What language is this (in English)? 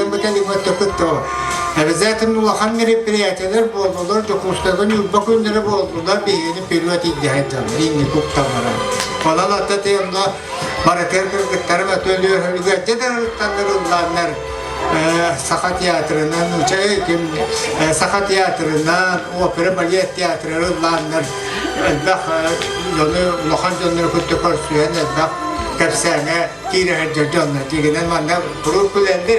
Yakut